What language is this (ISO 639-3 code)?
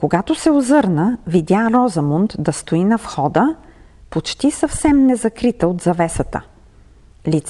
bul